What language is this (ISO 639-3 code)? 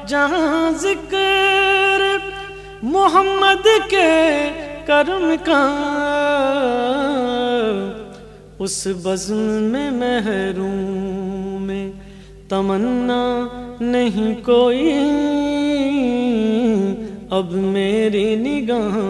urd